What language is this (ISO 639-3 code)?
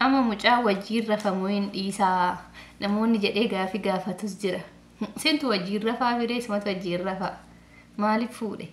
orm